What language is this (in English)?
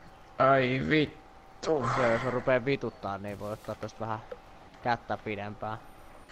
Finnish